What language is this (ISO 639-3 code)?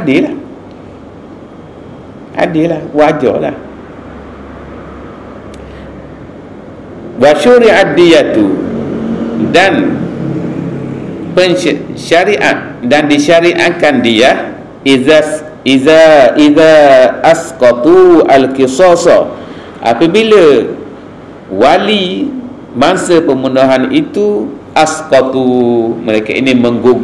msa